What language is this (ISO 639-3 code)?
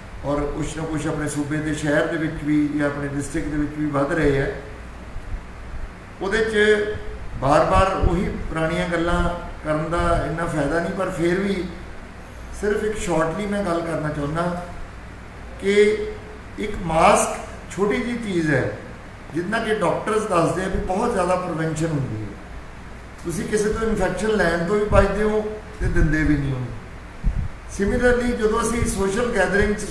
pan